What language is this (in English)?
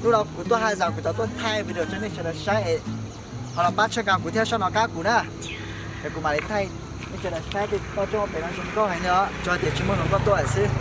Hmong